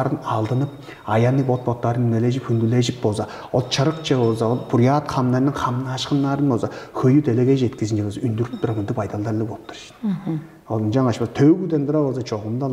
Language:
Tuvinian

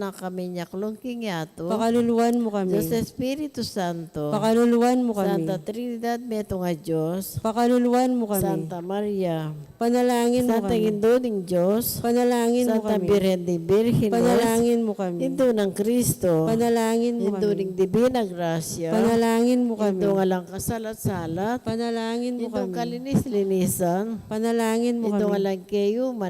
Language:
Pampanga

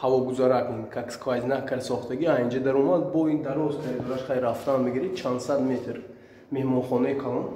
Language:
Tajik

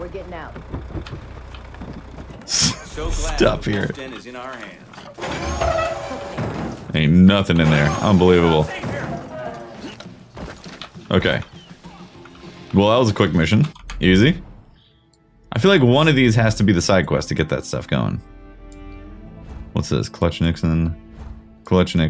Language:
English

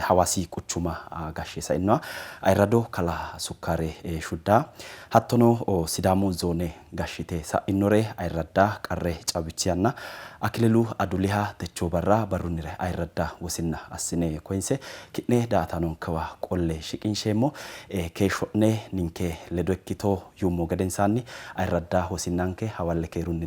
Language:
Sidamo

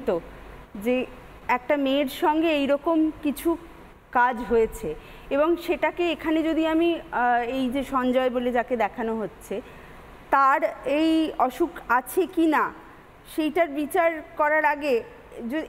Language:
Bangla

